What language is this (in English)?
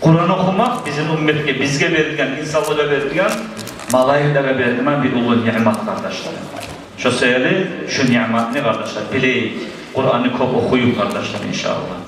Kumyk